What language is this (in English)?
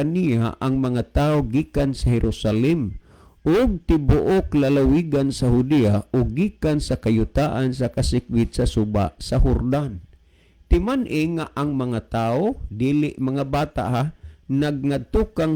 Cebuano